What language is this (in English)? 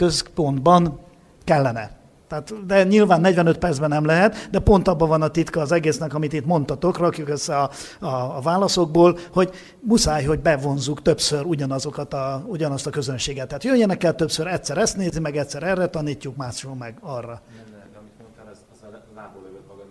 Hungarian